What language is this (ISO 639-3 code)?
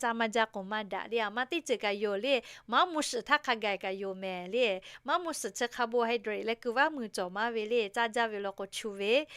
lhu